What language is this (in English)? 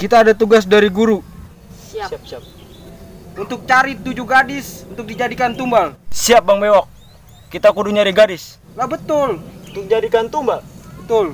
Betawi